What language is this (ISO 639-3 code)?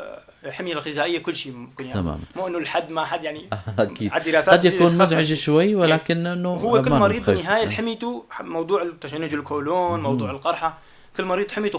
apc